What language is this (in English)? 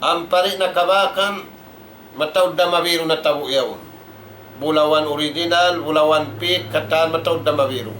Tausug